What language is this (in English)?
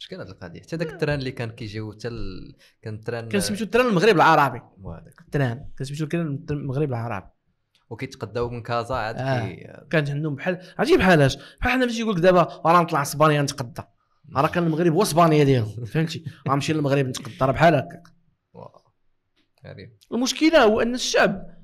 Moroccan Arabic